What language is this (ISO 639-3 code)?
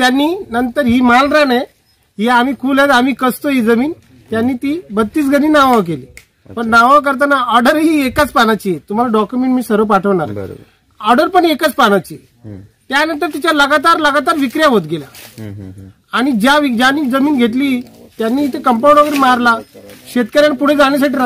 mar